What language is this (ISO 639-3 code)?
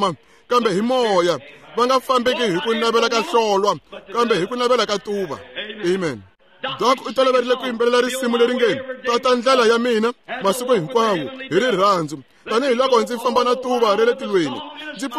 tso